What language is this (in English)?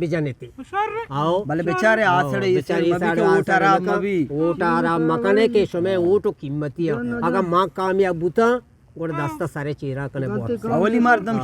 Eastern Balochi